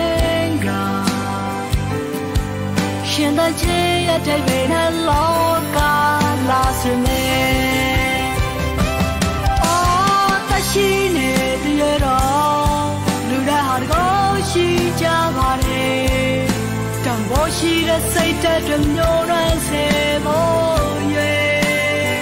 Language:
Burmese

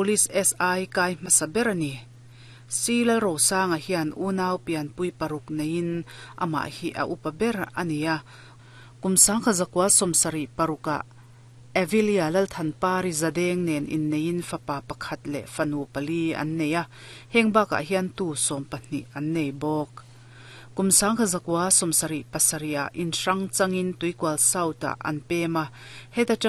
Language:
Mizo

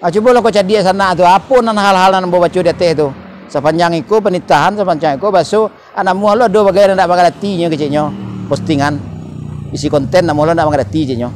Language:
Minangkabau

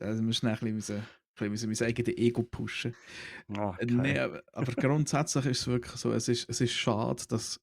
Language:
Swiss German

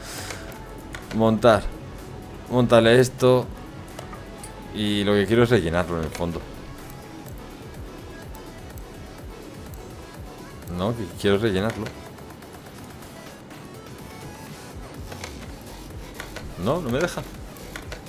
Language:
Spanish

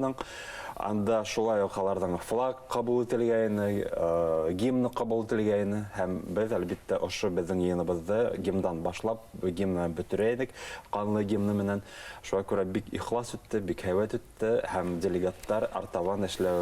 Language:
Bashkir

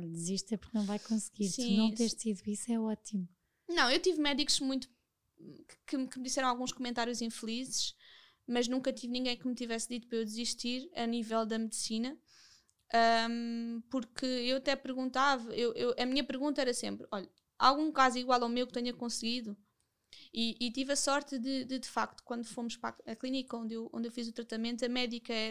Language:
Portuguese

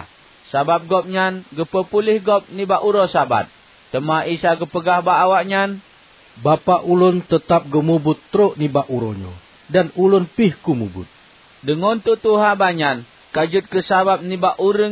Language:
Achinese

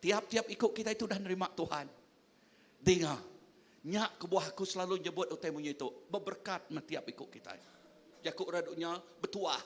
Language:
Iban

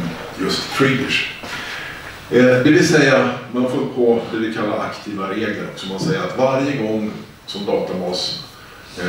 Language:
Swedish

